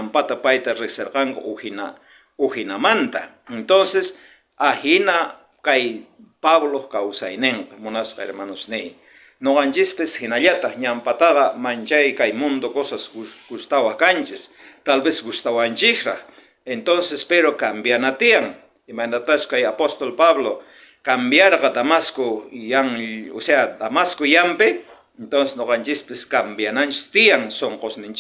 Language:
South Bolivian Quechua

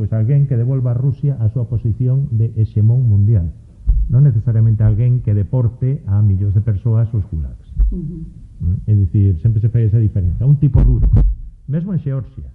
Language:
Galician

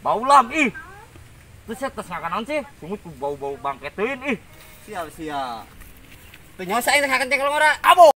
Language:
Sundanese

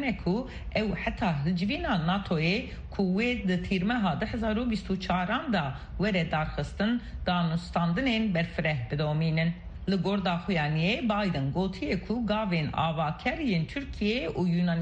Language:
Kurdish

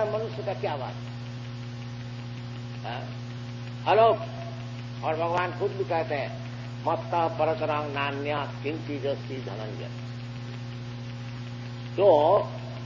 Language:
Hindi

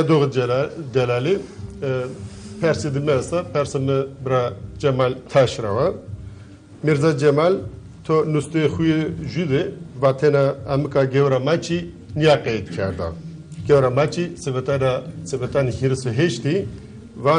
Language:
Zaza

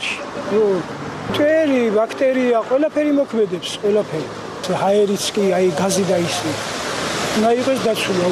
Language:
Georgian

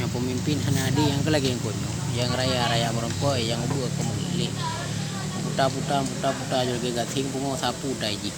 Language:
Achinese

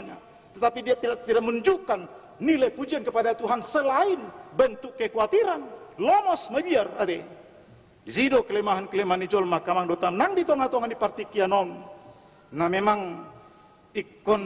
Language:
Batak Toba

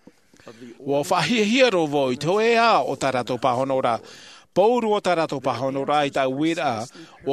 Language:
Tahitian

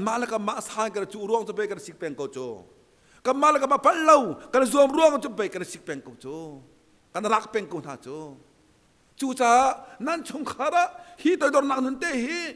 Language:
Hakha Chin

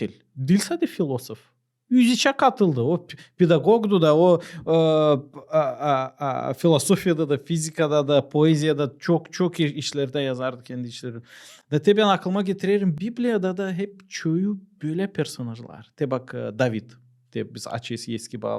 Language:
Gagauz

